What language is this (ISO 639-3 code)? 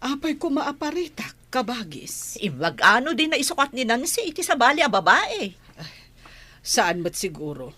ilo